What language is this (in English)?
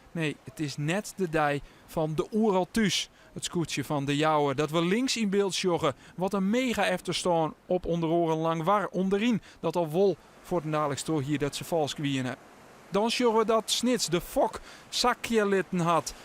Western Frisian